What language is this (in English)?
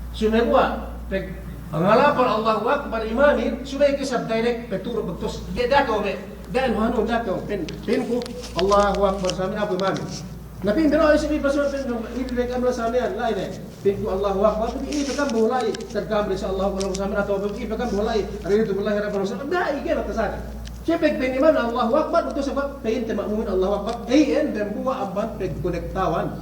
Yakan